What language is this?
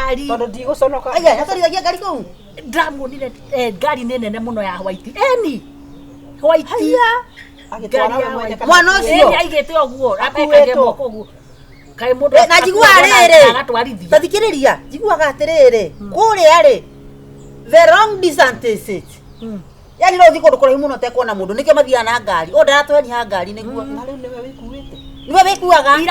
Kikuyu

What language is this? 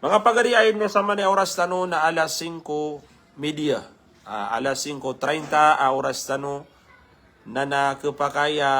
Maranao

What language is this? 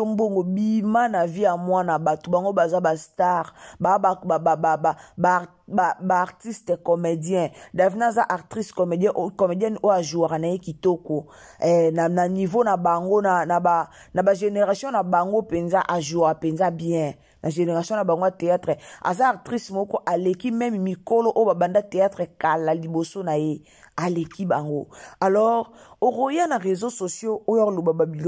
Lingala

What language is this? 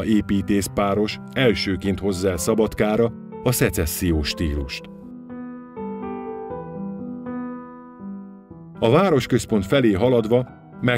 Hungarian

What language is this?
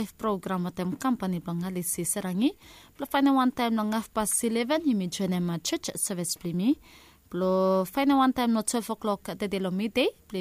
Bislama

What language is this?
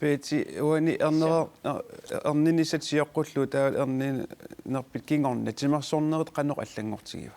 Kalaallisut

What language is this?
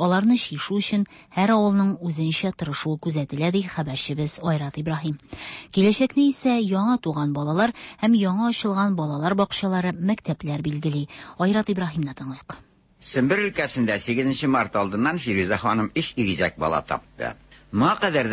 Tatar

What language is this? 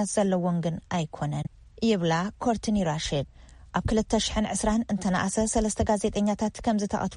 Tigrinya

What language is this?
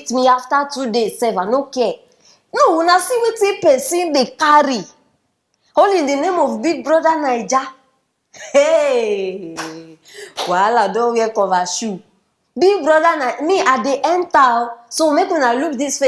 Nigerian Pidgin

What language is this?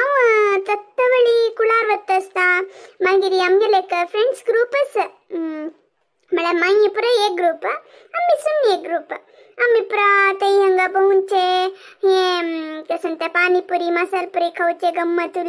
Konkani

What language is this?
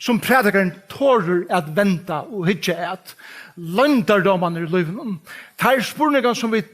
Faroese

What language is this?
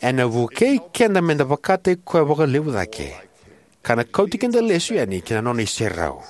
Fijian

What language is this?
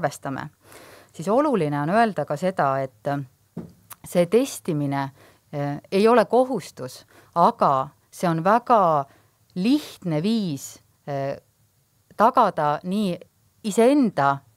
Estonian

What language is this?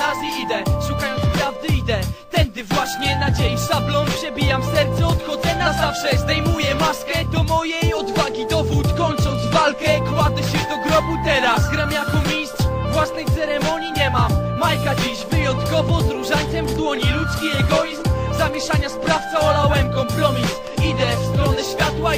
Polish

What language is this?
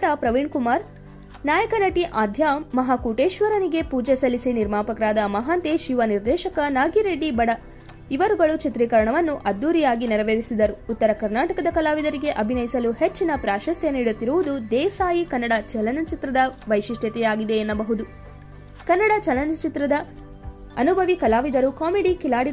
Kannada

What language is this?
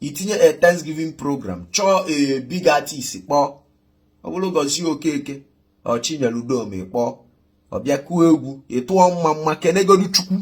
Igbo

